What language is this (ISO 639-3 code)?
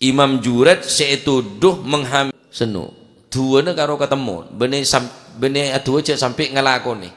mad